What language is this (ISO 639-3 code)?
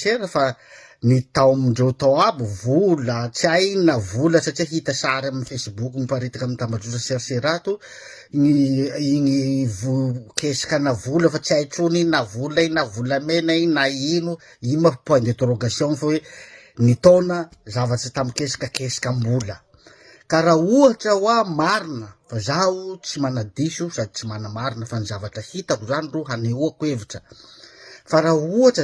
mlg